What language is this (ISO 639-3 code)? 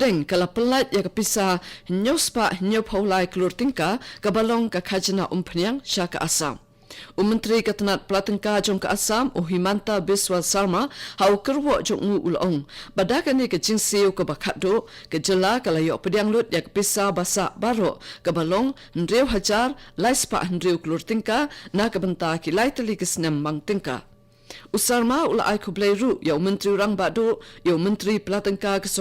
kha